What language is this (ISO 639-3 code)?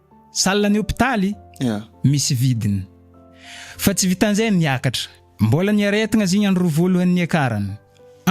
mlg